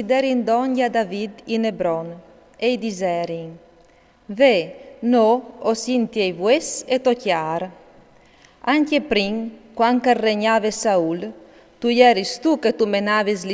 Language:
Friulian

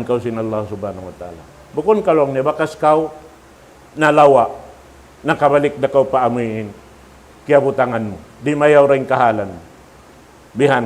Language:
Tausug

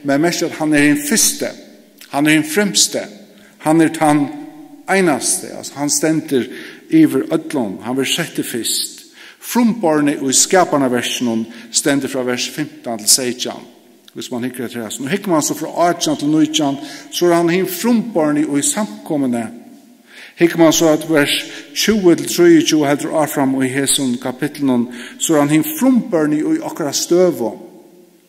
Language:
Faroese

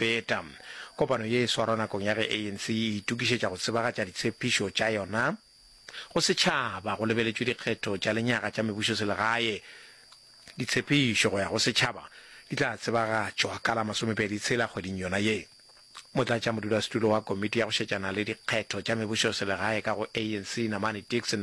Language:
Northern Sotho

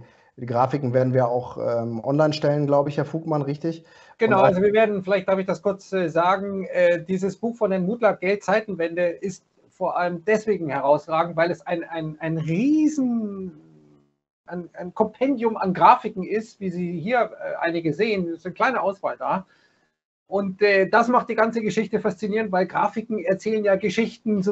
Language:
German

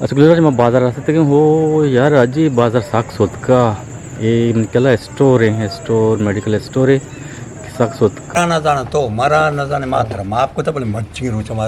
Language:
Eastern Balochi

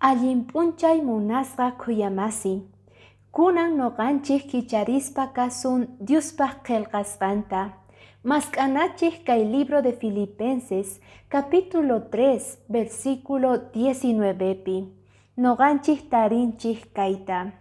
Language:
Quechua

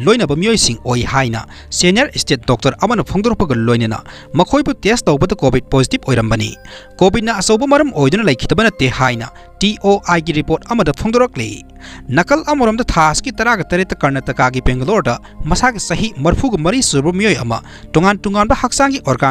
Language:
Manipuri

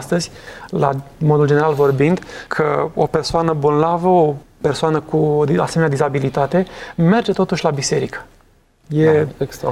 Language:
Romanian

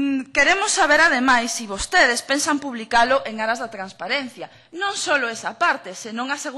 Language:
Galician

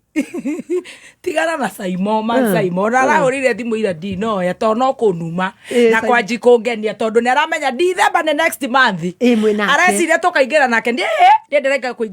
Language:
Kikuyu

